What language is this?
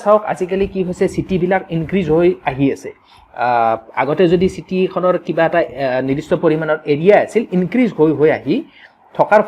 Assamese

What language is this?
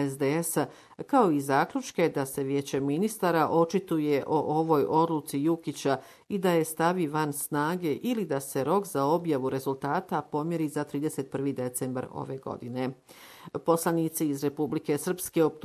Bosnian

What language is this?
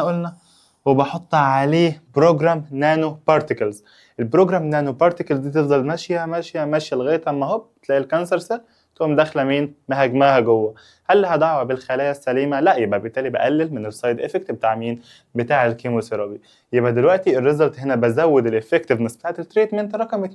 Egyptian Arabic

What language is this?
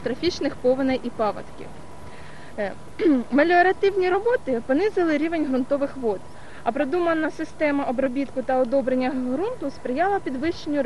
Ukrainian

